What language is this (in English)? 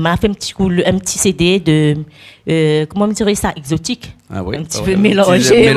Réunion Creole French